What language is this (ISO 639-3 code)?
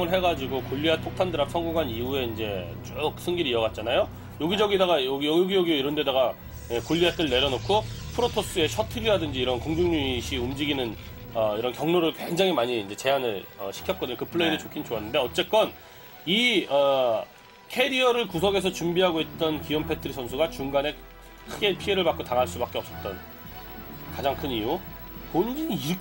kor